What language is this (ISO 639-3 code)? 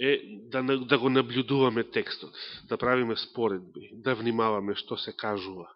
mkd